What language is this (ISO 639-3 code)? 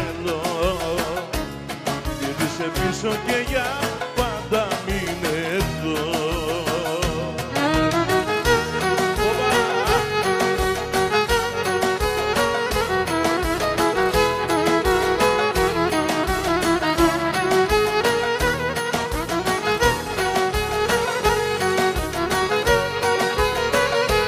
ell